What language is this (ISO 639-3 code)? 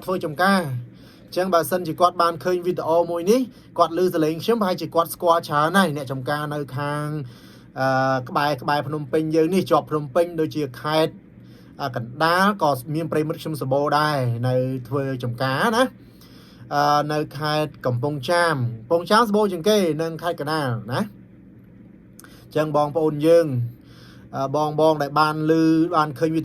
khm